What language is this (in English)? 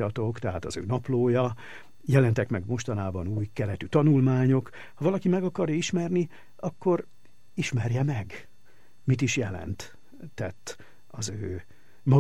Hungarian